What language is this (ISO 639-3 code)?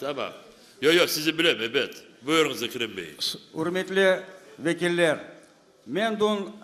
crh